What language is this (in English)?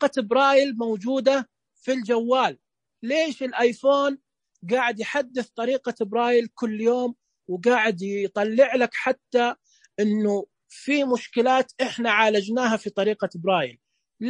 Najdi Arabic